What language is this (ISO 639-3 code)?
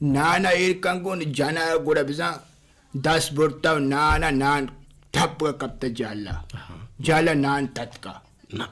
bgp